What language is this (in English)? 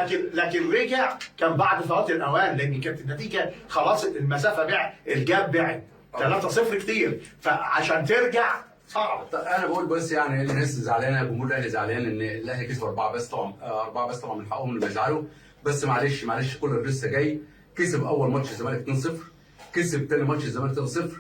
Egyptian Arabic